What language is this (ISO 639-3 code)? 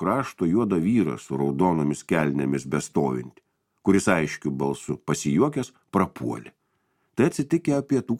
lit